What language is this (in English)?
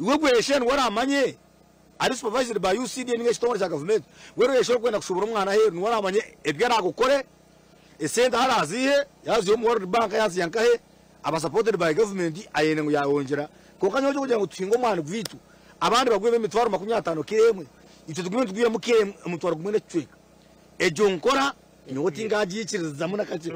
Nyankole